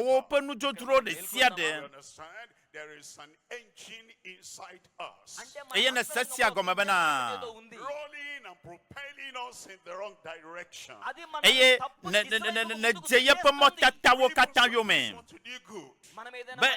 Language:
Ewe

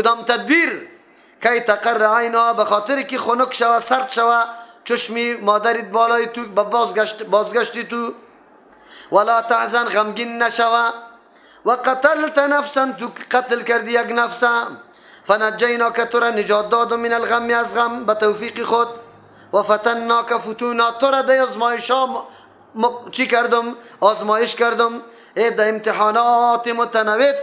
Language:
Persian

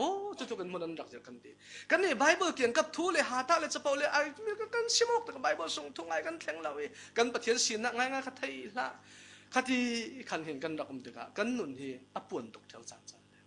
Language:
Falam Chin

